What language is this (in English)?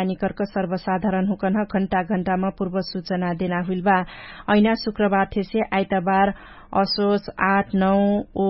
Dangaura Tharu